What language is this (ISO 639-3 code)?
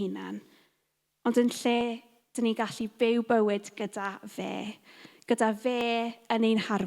cym